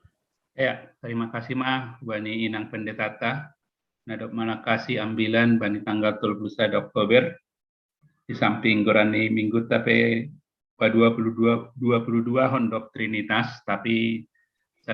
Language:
Batak Simalungun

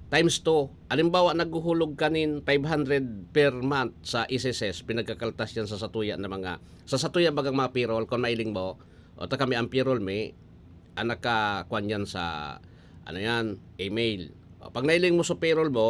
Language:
Bikol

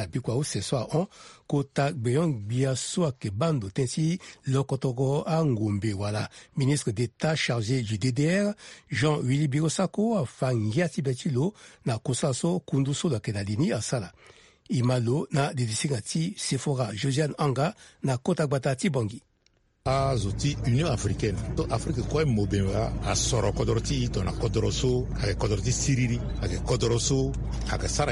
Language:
Sango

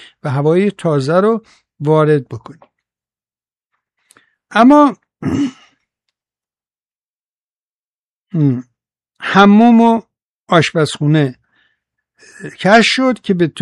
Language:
Persian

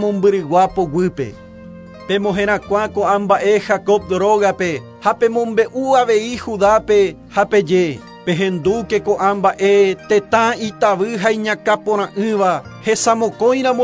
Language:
Guarani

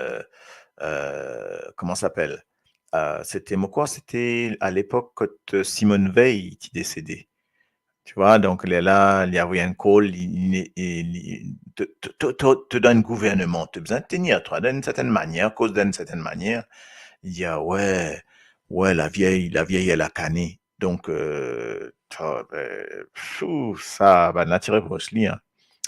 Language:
Morisyen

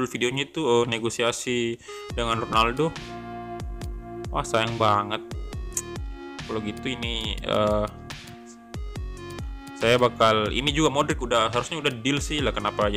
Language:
Indonesian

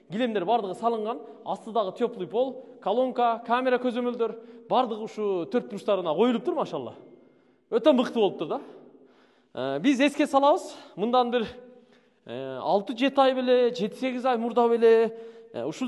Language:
Kyrgyz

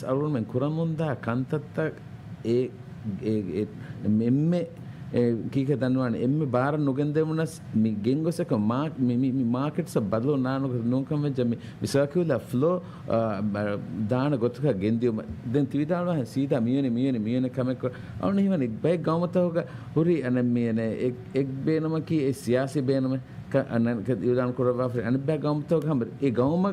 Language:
Divehi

